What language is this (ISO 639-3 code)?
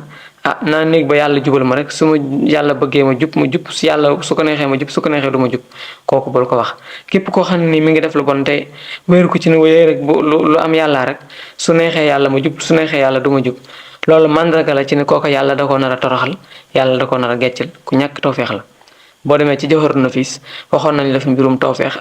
wol